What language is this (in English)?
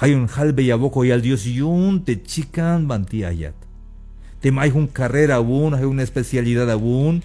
Tzeltal